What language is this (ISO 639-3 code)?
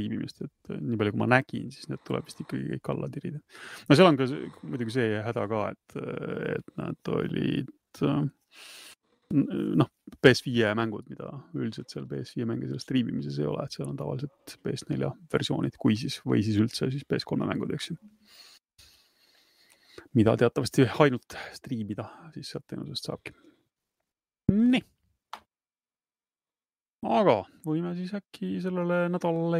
est